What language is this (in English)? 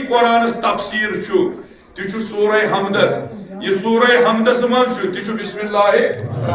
Kashmiri